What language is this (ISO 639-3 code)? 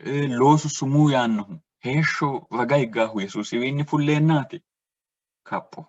sid